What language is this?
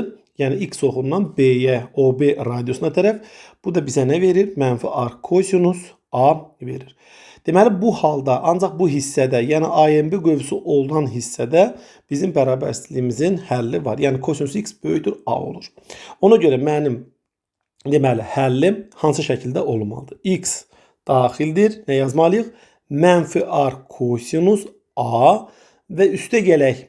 Azerbaijani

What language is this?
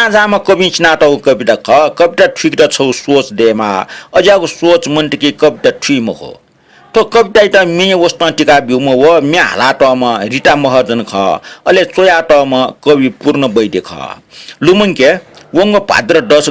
Newari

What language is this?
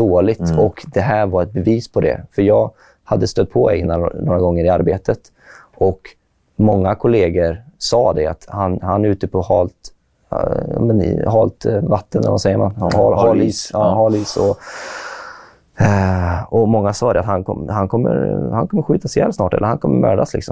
Swedish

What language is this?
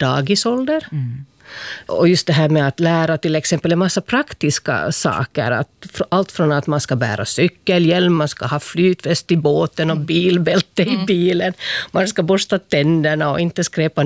Swedish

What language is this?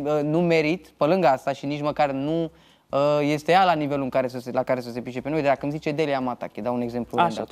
Romanian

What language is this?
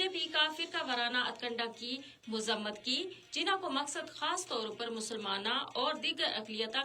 Gujari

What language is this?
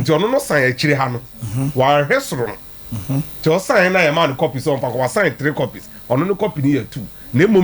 Akan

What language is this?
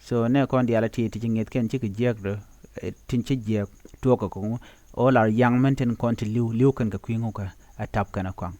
Nuer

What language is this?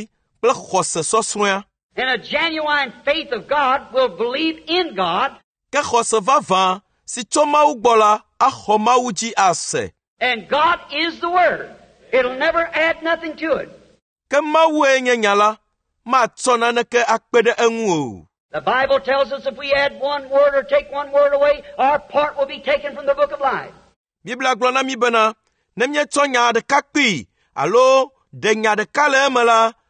Ewe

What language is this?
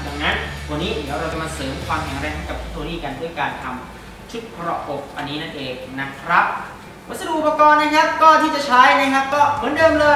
Thai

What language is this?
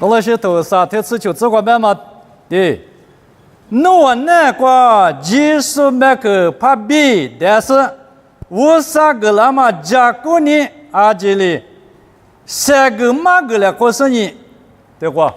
Lisu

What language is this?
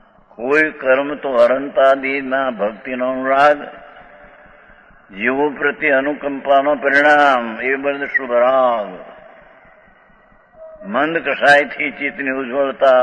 Gujarati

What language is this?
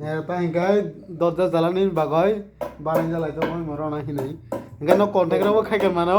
Kok Borok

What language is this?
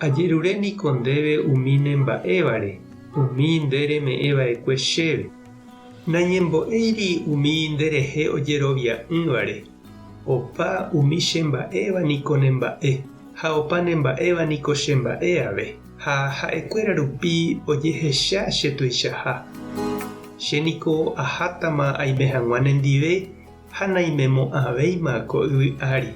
Guarani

